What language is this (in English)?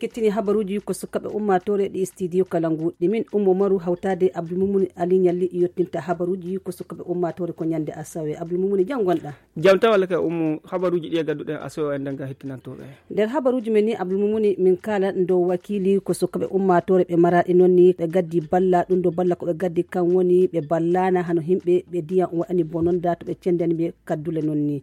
Fula